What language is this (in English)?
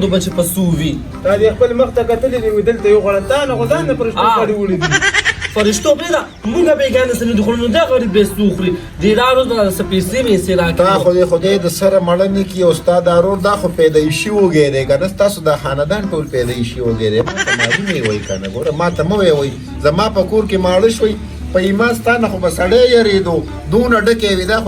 Pashto